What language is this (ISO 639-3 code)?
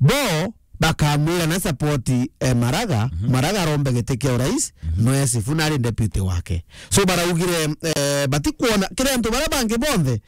mer